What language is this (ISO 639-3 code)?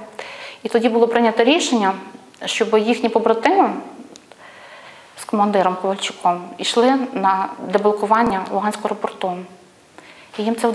ukr